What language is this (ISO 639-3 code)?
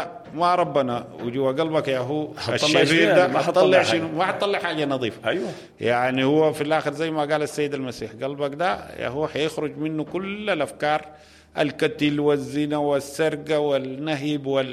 apd